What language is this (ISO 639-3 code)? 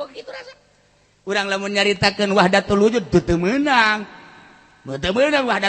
sun